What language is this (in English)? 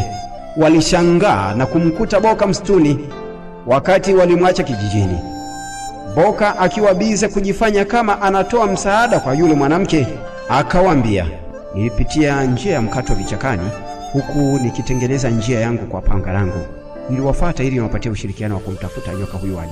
Swahili